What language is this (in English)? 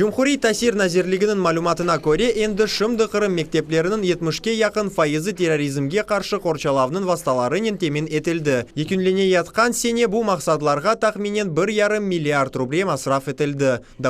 Crimean Tatar